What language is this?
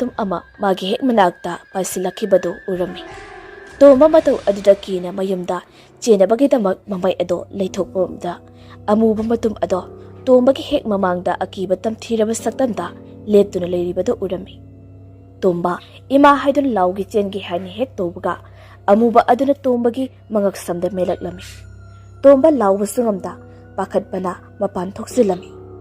Manipuri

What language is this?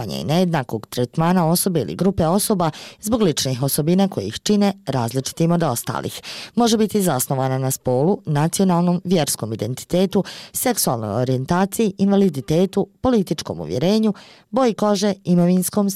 Bosnian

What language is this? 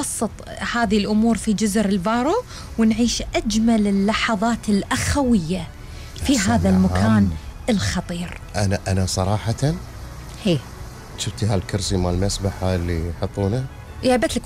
Gulf Arabic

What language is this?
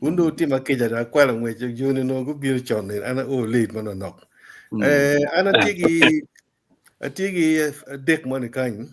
Acoli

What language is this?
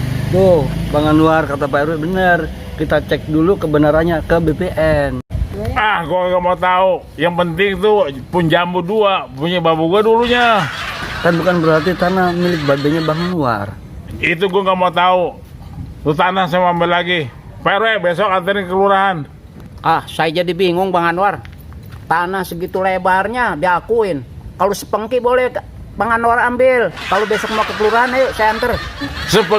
Betawi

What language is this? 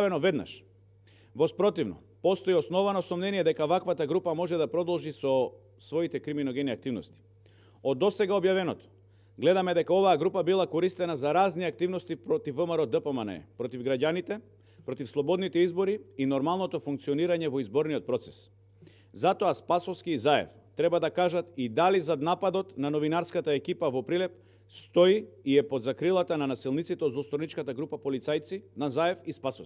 Macedonian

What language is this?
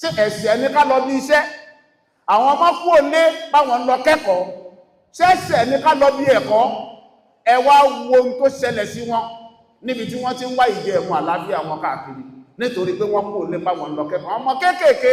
Yoruba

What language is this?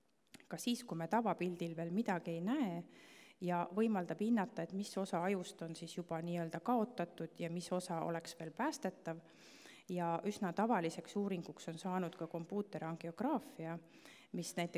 Estonian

